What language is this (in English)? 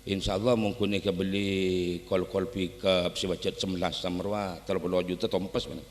Madurese